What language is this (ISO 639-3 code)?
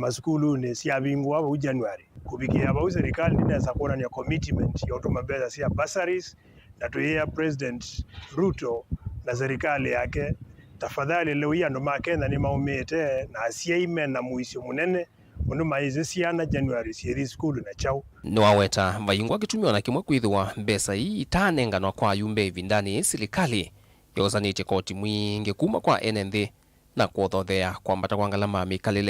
kam